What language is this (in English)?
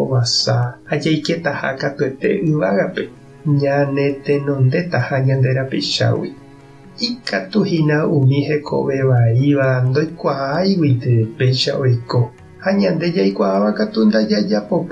Guarani